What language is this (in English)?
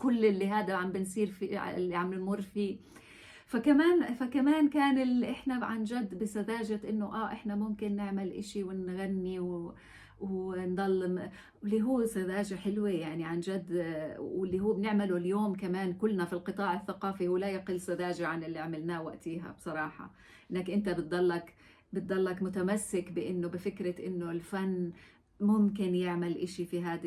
North Levantine Arabic